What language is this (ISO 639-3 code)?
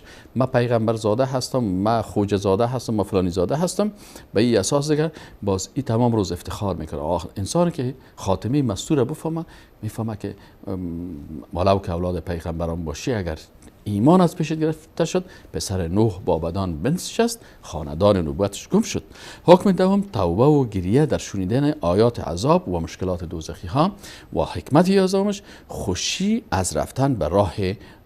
fas